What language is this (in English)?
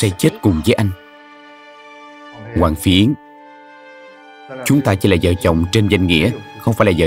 Vietnamese